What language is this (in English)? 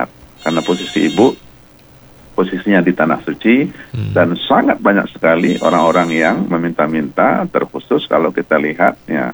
Indonesian